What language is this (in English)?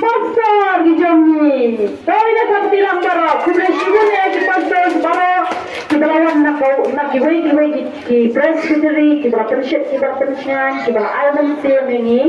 Khasi